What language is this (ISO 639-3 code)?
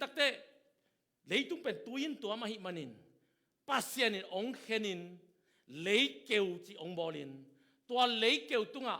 ctd